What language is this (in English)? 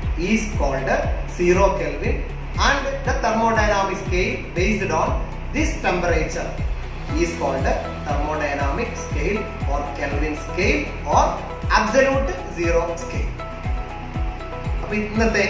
Malayalam